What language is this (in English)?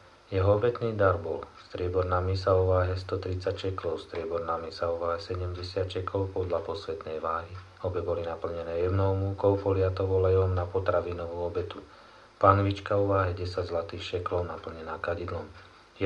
Slovak